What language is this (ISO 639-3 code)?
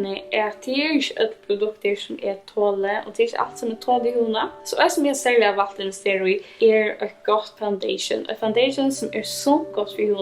fao